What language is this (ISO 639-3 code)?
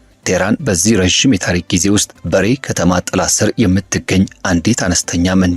amh